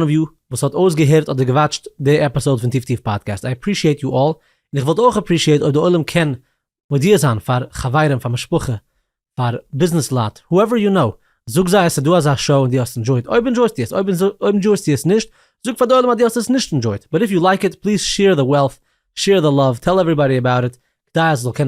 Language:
Yiddish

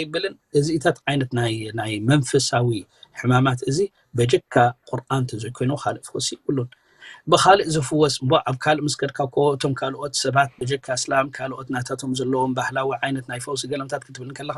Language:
Tigrinya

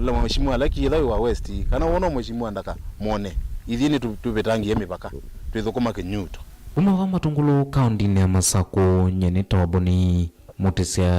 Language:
Kamba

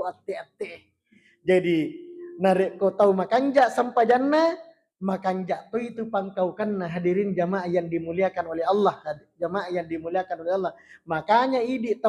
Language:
Buginese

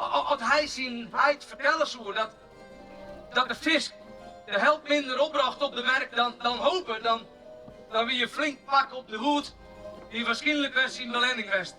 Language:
Western Frisian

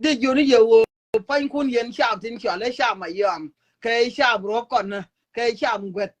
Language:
Nuer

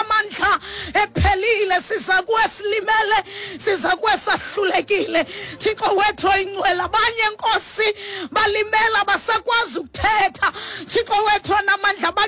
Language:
Xhosa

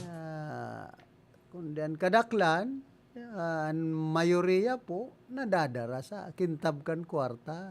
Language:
Bikol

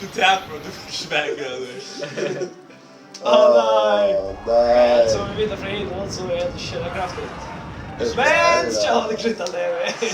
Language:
Faroese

